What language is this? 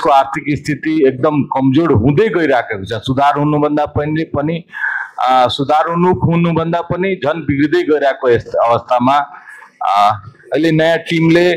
Nepali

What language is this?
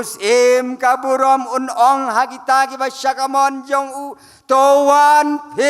Khasi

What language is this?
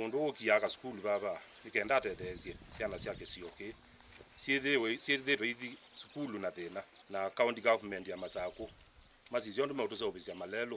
Kamba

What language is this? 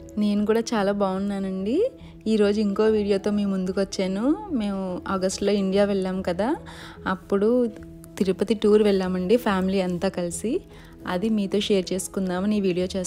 Telugu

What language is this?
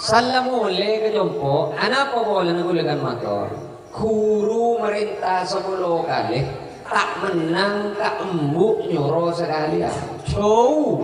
Madurese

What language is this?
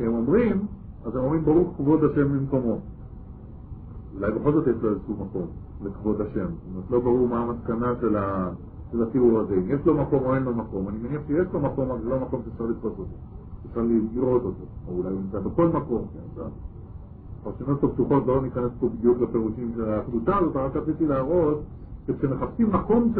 Hebrew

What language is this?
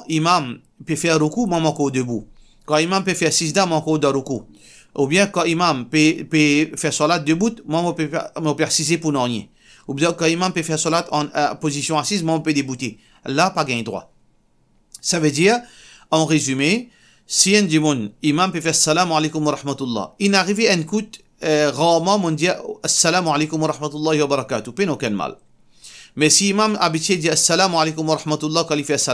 Morisyen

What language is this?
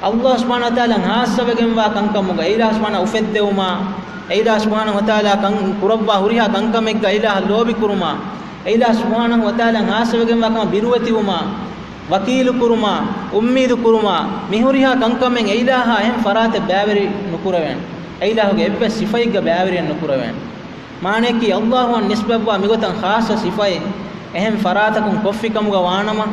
Divehi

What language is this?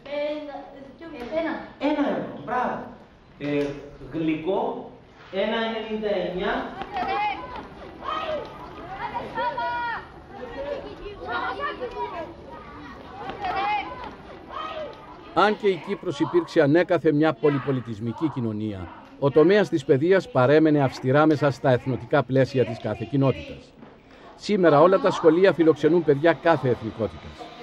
Greek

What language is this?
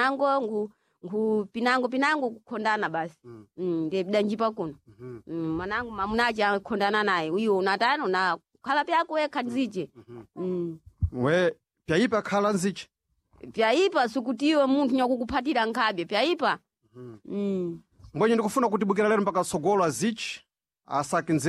Sena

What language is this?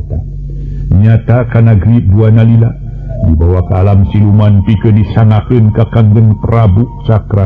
Sundanese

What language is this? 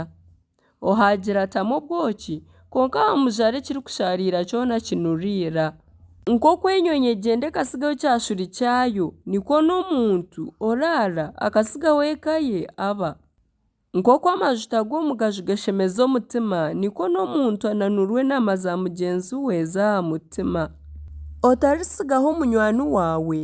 Nyankole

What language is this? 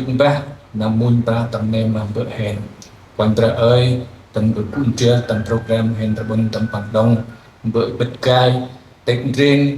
Central Mnong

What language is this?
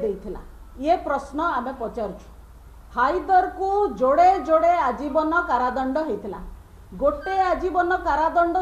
Odia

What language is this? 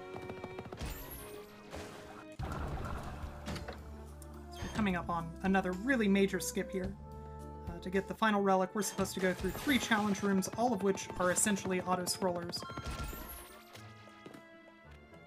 English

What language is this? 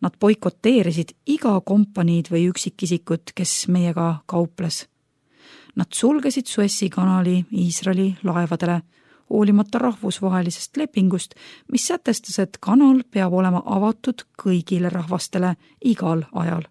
Estonian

